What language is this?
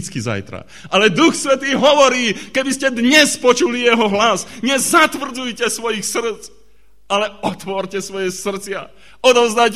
Slovak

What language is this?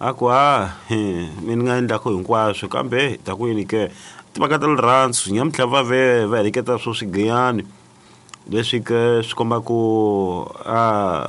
Tsonga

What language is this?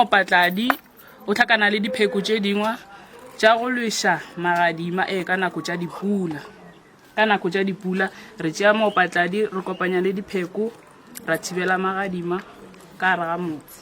Northern Sotho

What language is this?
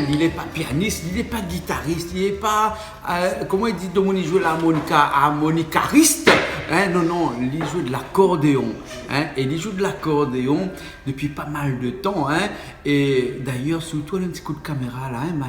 Réunion Creole French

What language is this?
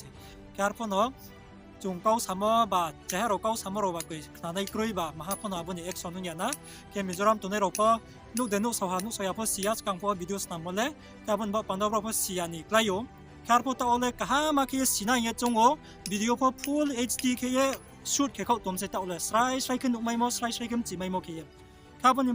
Riang (India)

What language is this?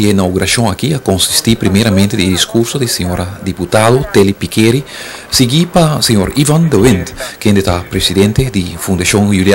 Papiamento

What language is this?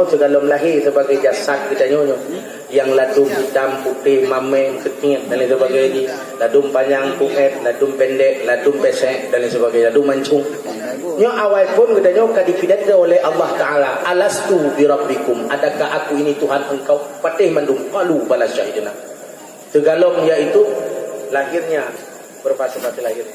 Achinese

